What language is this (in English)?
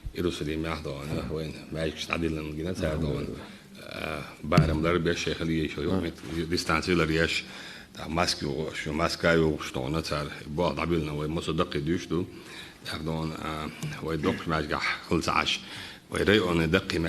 Chechen